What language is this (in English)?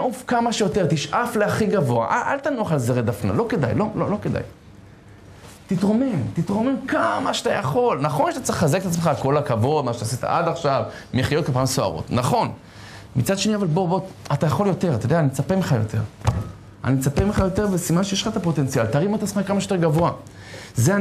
Hebrew